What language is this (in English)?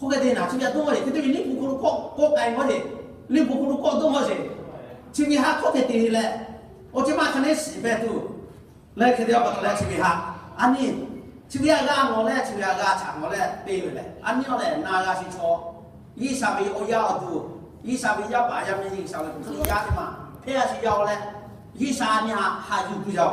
Lahu